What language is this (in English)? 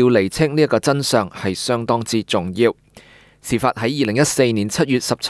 Cantonese